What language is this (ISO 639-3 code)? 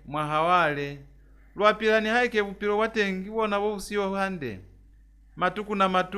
loz